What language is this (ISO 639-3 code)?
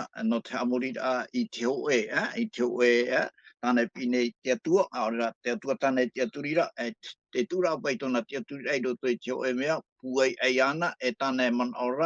tah